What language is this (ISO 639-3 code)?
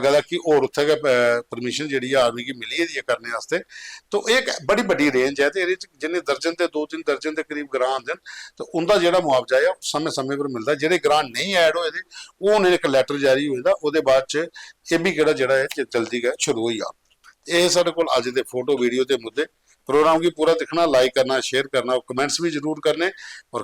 doi